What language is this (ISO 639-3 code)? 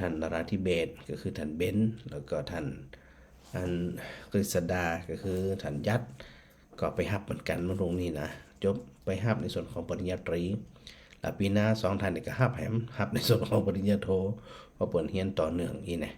nod